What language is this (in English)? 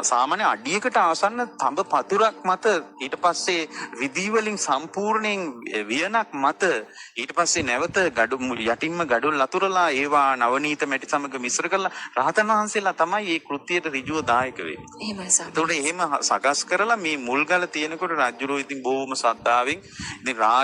Sinhala